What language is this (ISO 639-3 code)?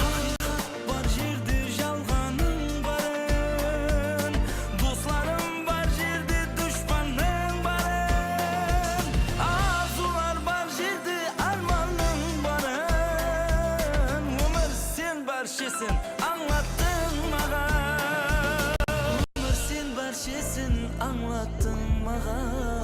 kaa